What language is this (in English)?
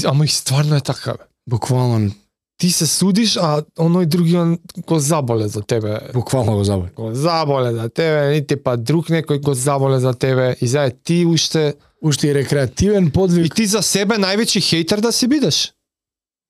Macedonian